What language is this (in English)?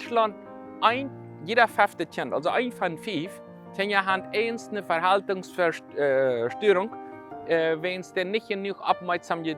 Plautdietsch